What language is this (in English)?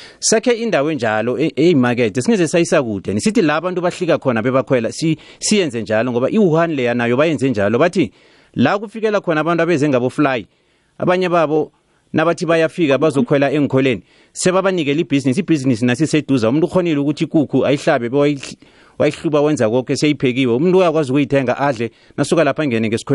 South Ndebele